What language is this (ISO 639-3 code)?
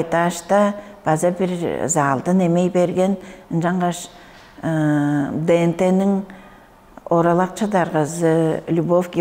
tyv